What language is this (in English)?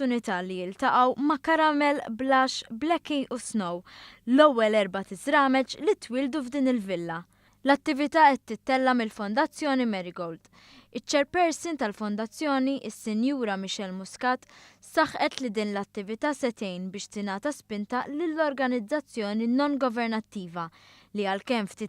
Maltese